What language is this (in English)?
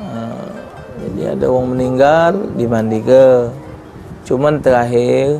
Musi